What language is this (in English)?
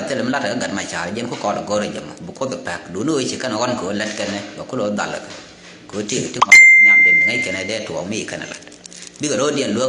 Nuer